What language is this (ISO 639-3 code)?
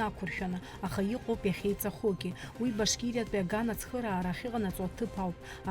abk